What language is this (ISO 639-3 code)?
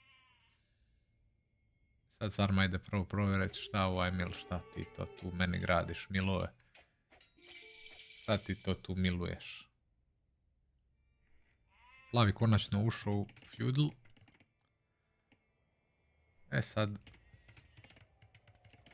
hrv